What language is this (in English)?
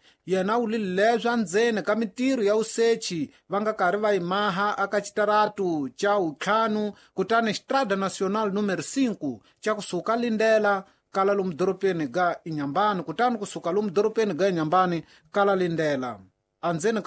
Tsonga